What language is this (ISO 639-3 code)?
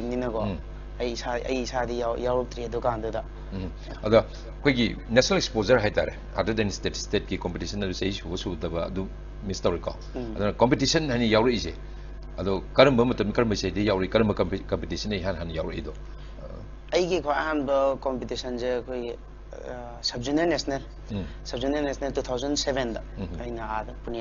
mni